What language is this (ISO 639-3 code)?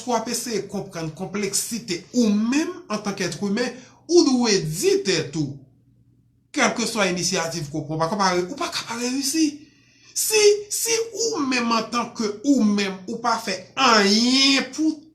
hat